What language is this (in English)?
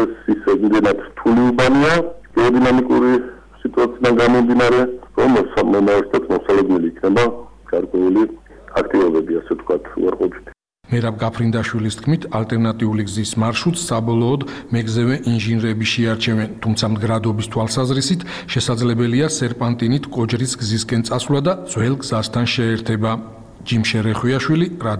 Georgian